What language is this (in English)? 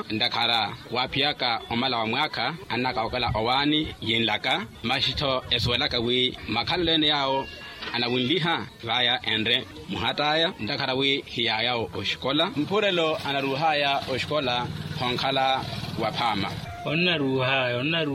Makhuwa